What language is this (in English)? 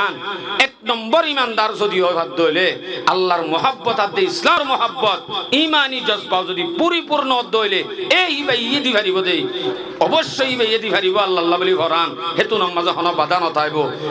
Rohingya